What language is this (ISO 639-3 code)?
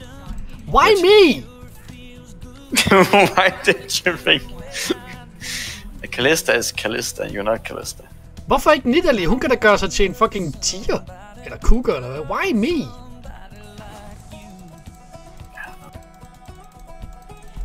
dan